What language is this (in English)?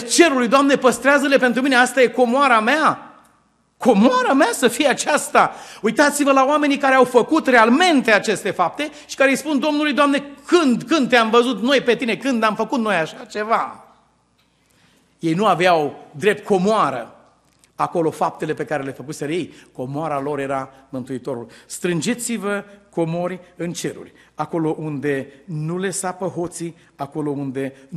Romanian